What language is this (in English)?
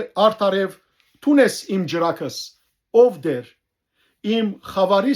Western Armenian